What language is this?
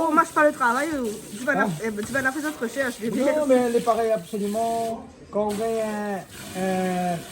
Réunion Creole French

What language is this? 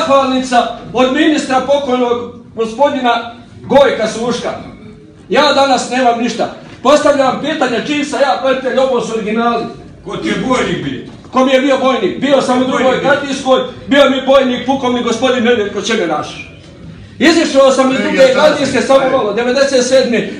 Croatian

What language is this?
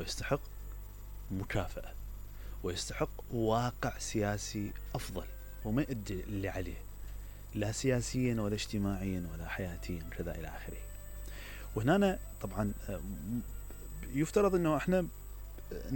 Mesopotamian Arabic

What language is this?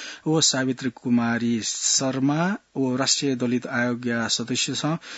Newari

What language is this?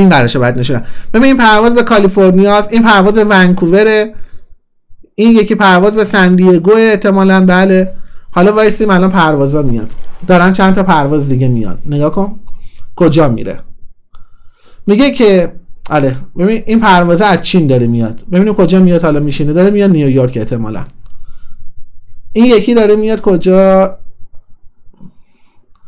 Persian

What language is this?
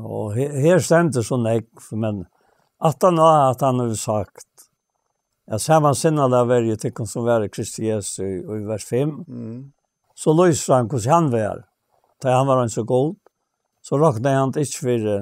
Faroese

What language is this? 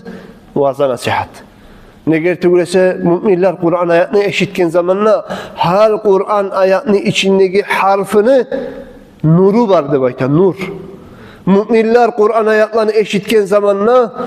Kumyk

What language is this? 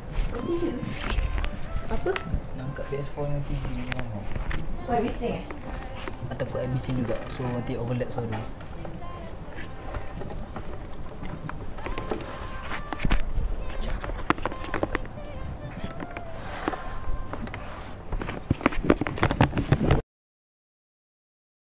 Malay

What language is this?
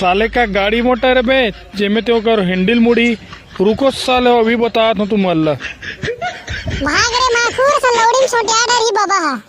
Chhattisgarhi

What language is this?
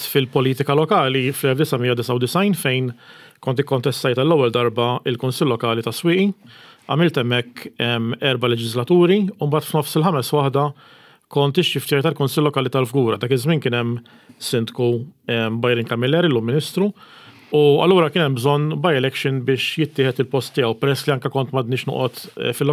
Maltese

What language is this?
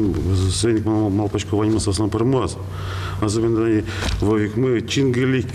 Udmurt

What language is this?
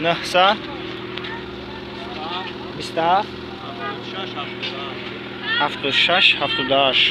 Tajik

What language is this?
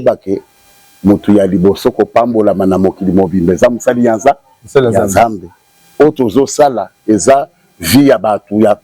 Lingala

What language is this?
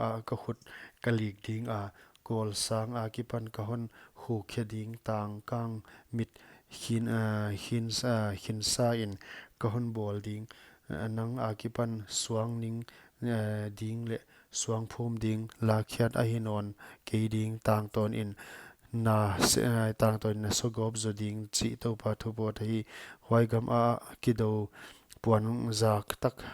Paite Chin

